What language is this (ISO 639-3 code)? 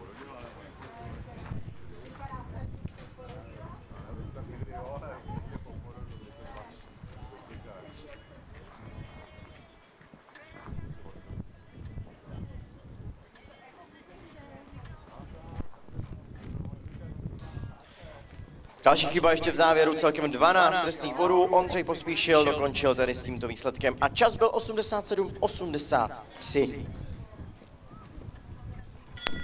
ces